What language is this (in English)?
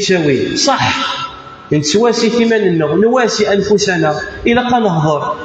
Kabyle